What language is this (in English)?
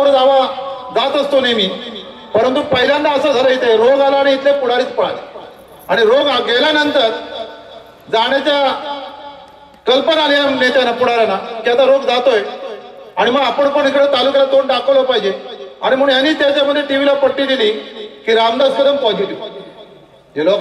Marathi